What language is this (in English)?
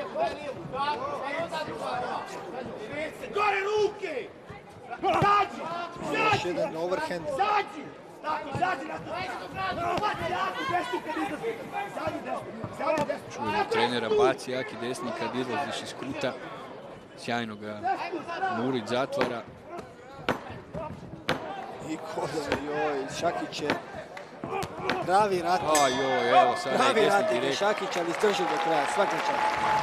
Croatian